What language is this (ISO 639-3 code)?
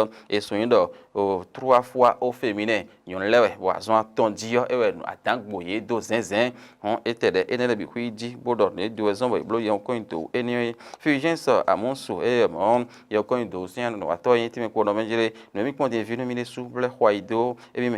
fon